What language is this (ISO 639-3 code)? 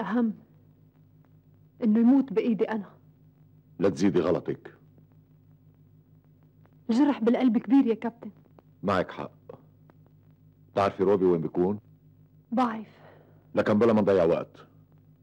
apc